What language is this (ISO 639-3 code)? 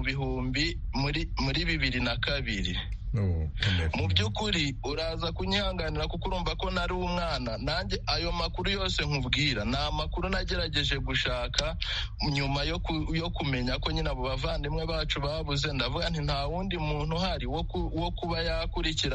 kin